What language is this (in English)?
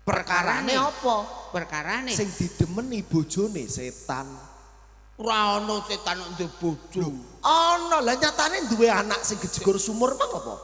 Javanese